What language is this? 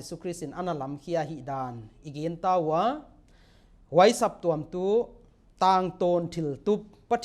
Paite Chin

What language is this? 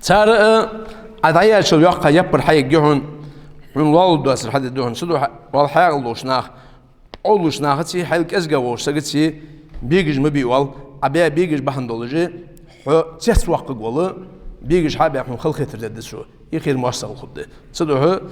Ingush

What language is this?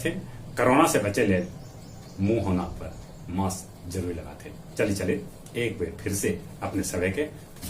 Magahi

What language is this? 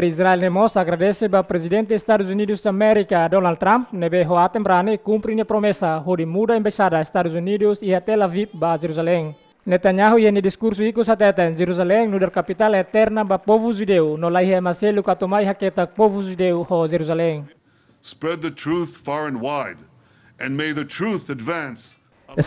Tetum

